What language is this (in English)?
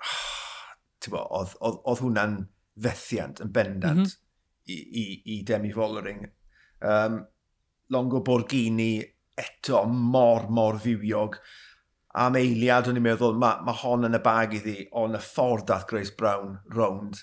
Welsh